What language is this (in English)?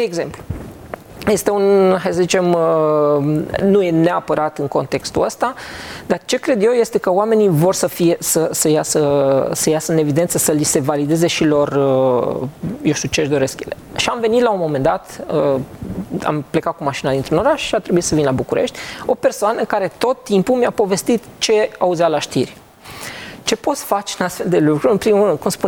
Romanian